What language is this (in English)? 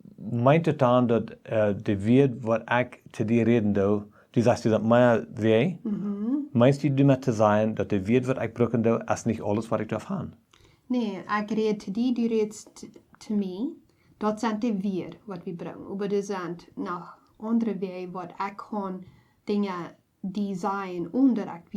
Plautdietsch